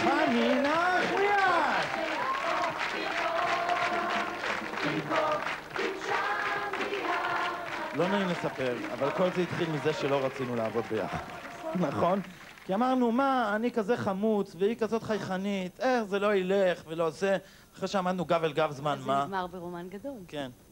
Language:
Hebrew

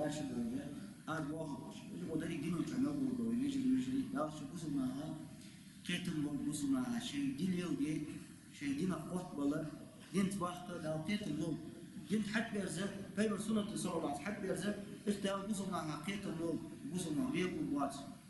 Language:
Ingush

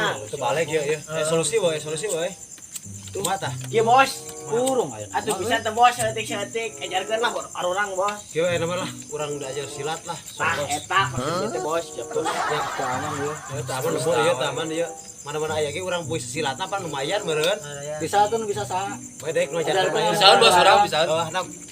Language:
Sundanese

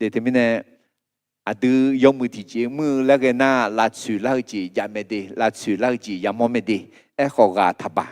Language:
Akha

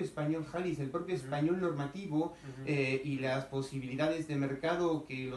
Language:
Ladino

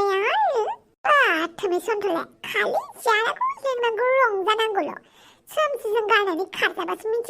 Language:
Bodo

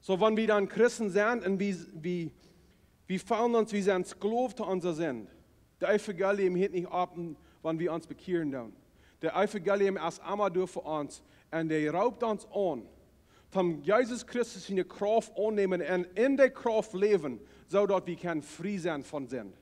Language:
Plautdietsch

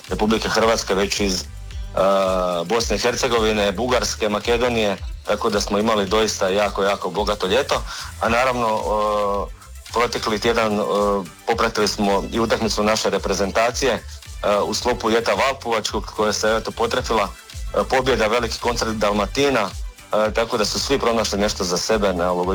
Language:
Croatian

